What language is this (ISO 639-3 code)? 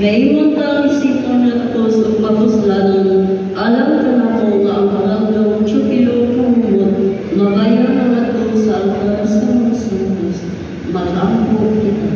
ceb